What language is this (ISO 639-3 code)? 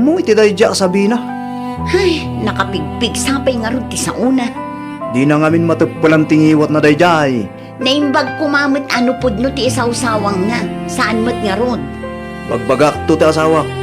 ilo